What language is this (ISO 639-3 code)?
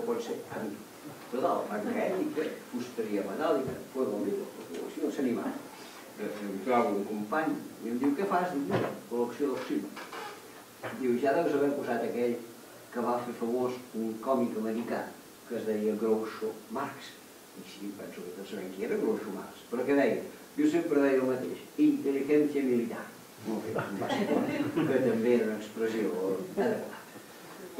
cat